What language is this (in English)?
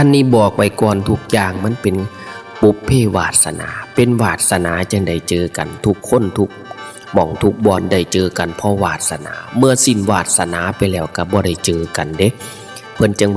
Northeastern Thai